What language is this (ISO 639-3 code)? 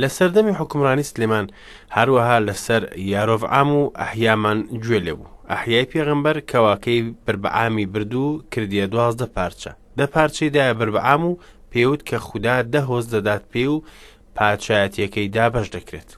ckb